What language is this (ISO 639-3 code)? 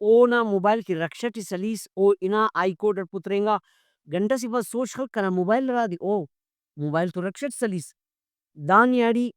brh